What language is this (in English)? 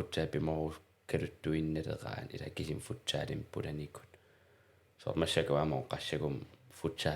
Kalaallisut